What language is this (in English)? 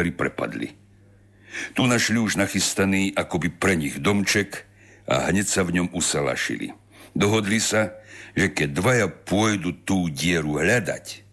Slovak